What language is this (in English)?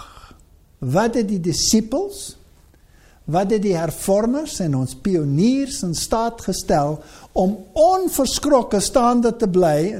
Afrikaans